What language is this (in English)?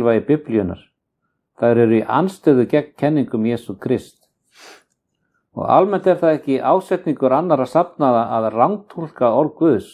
Icelandic